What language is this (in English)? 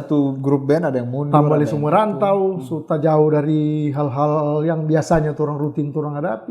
Manado Malay